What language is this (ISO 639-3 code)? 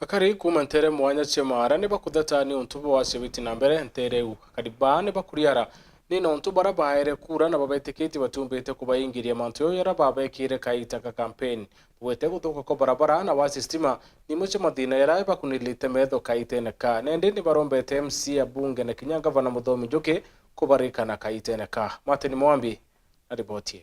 mer